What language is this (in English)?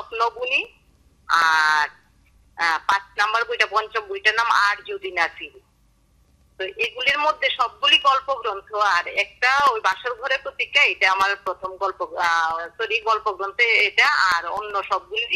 Bangla